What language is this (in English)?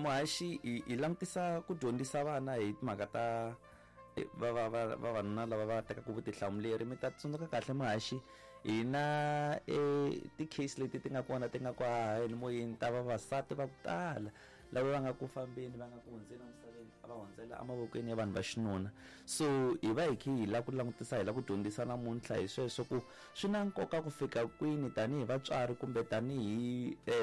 Tsonga